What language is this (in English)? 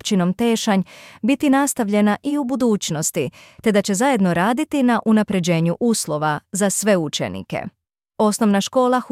Bosnian